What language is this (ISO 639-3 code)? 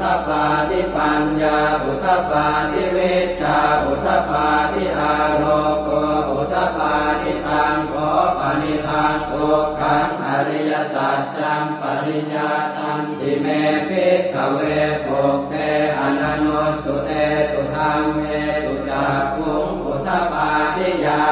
pli